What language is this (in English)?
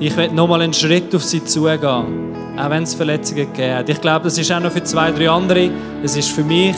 Swiss German